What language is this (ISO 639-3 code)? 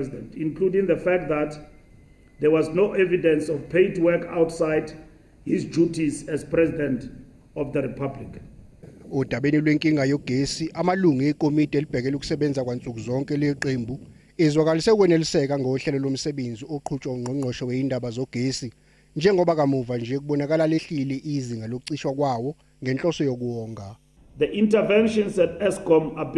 zul